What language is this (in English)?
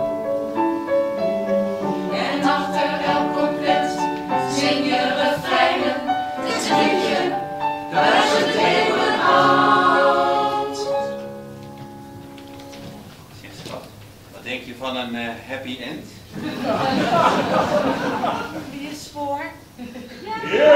Dutch